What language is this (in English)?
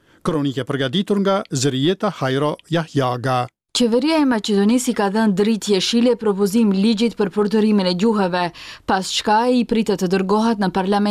Albanian